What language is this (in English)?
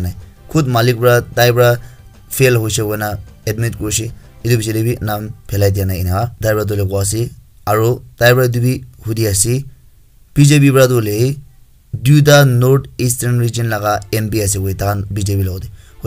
Naga Pidgin